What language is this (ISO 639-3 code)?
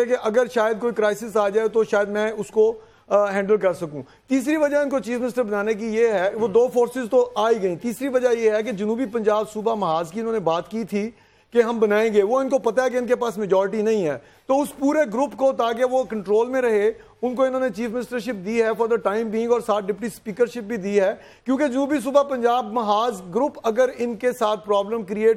urd